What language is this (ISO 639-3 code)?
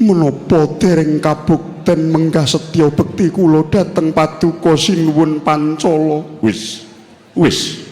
jav